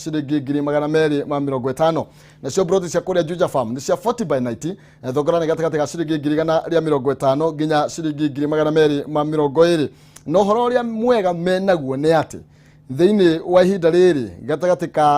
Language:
Kikuyu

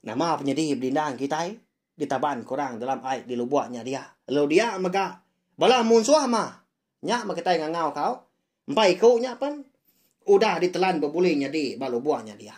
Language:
Iban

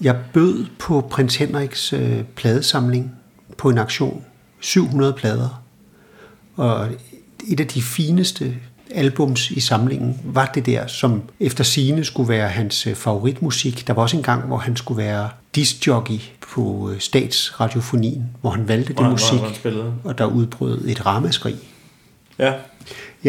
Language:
Danish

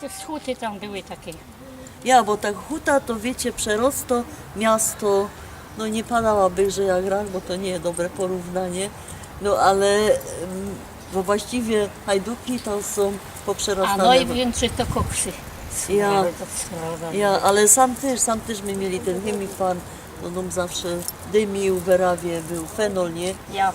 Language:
Silesian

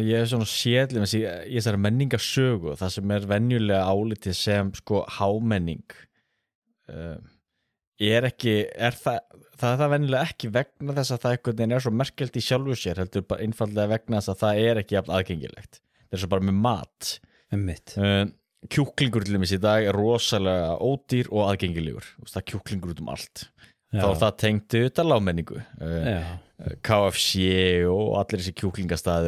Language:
Icelandic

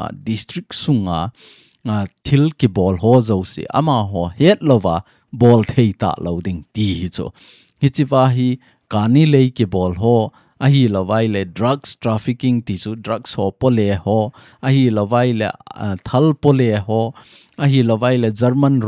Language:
Thado Chin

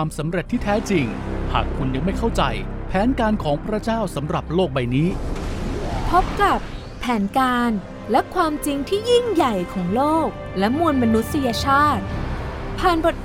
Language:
Thai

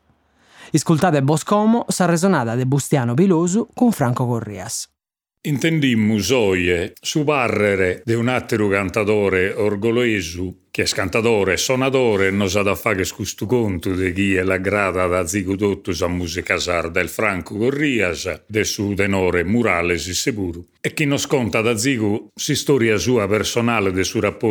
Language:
Sardinian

